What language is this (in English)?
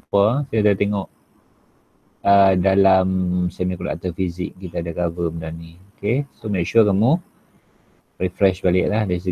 Malay